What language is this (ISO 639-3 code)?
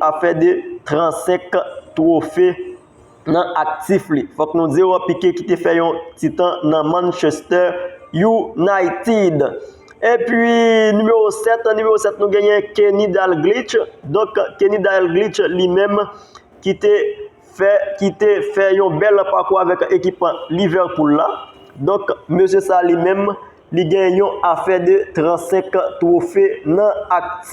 hat